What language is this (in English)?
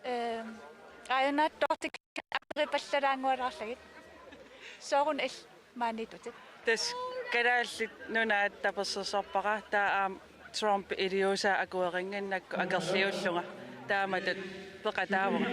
Kalaallisut